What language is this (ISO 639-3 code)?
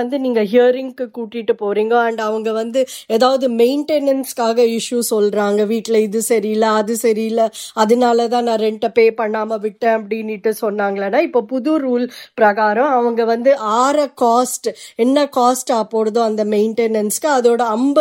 tam